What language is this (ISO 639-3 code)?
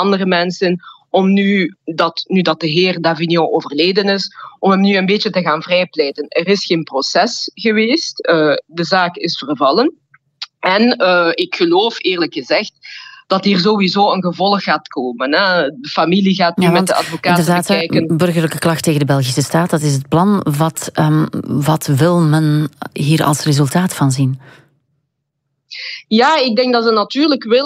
nld